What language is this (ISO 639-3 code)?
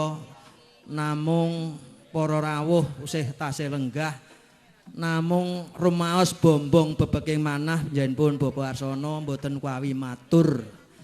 jav